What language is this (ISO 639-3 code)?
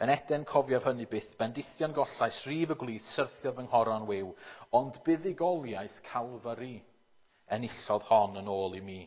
cym